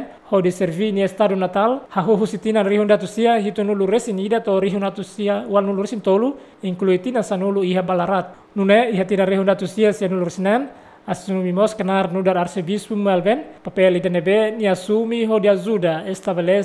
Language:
Tetum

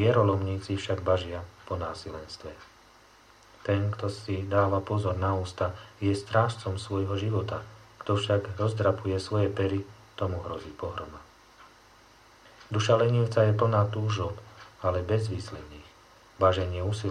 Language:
Slovak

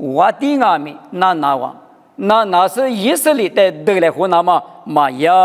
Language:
Lisu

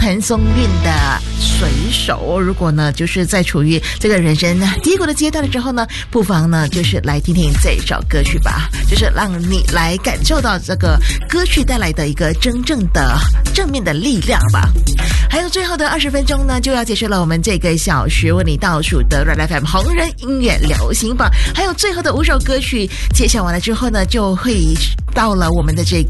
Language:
Chinese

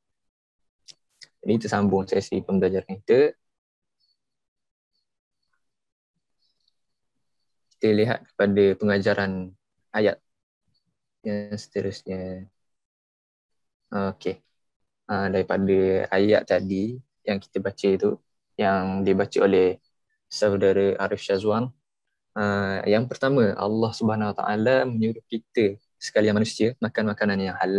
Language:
Malay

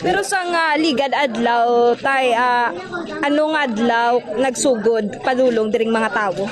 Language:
Hiligaynon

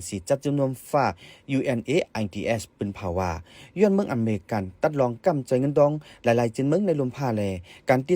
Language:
Shan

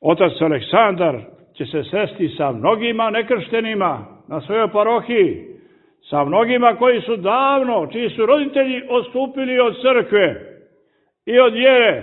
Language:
Serbian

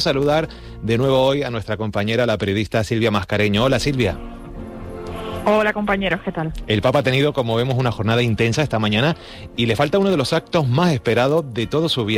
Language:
Spanish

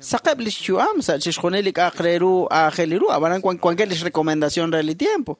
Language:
Kekchí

